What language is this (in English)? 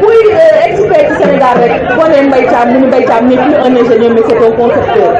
Wolof